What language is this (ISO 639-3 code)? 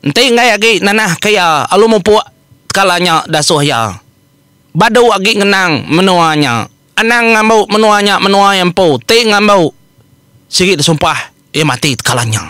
iba